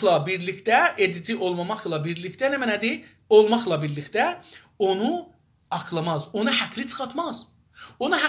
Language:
South Azerbaijani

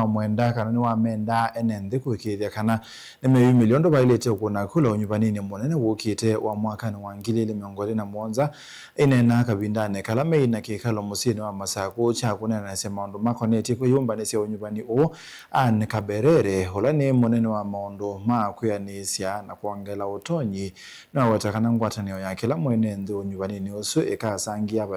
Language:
Kamba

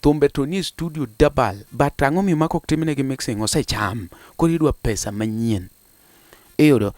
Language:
Luo (Kenya and Tanzania)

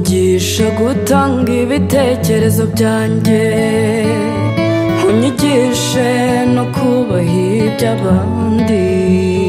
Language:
Kinyarwanda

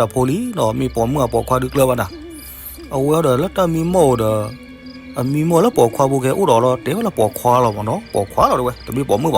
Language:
S'gaw Karen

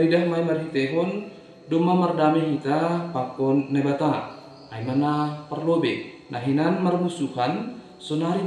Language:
Batak Simalungun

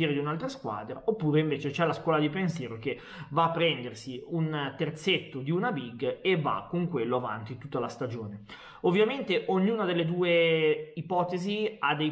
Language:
Italian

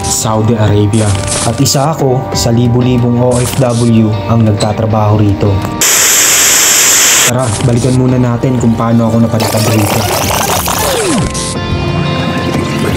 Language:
Filipino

